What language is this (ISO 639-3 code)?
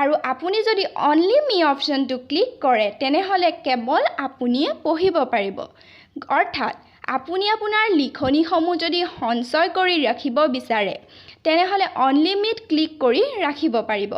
asm